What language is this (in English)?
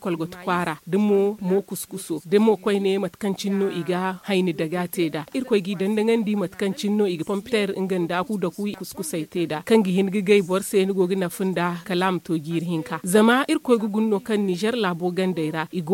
Zarma